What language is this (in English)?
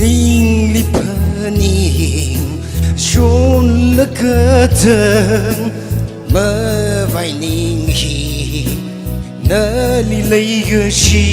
Tangkhul Naga (India)